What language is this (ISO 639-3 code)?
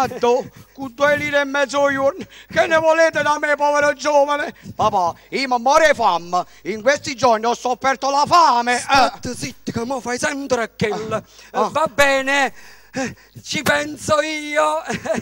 nap